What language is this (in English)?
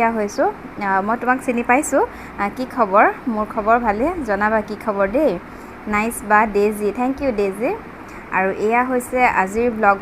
Assamese